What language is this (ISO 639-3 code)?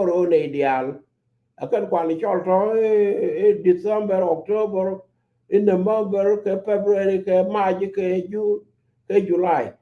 nus